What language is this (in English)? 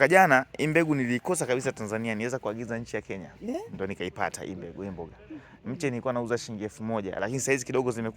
Swahili